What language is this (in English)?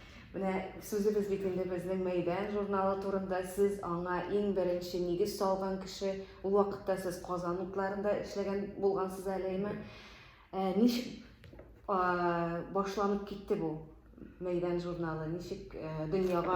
Tatar